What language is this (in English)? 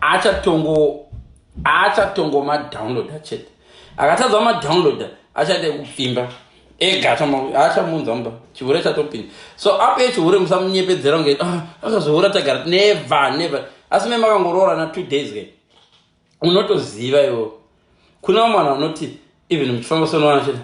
Shona